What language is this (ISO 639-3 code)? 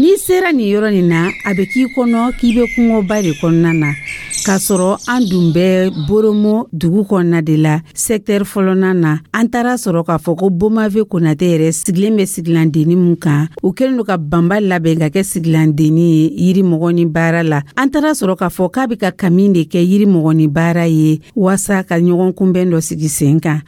dyu